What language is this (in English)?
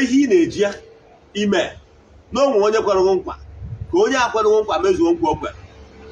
Igbo